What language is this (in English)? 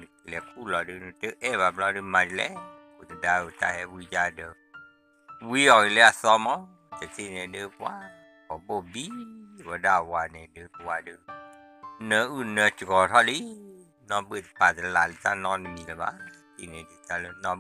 S'gaw Karen